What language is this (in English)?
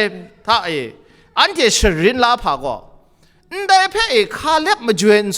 Kachin